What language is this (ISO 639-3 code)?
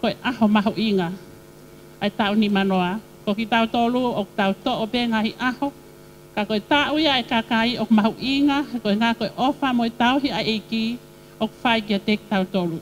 ton